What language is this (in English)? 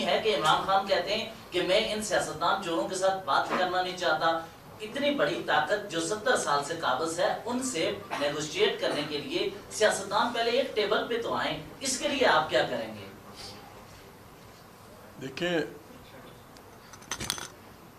Urdu